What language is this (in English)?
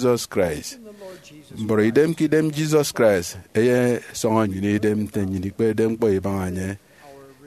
Efik